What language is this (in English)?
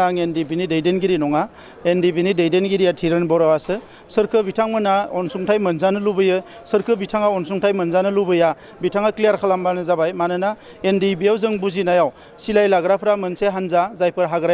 Bodo